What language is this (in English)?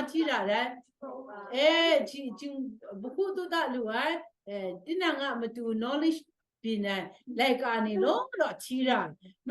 Kachin